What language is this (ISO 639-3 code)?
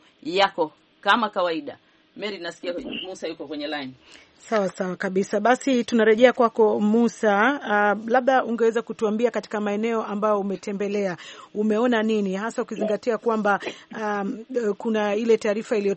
swa